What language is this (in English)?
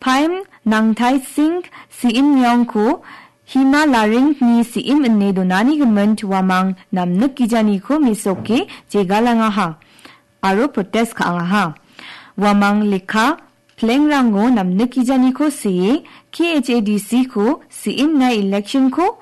Garo